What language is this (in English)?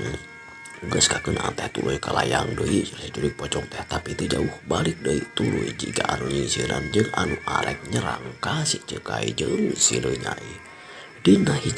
Sundanese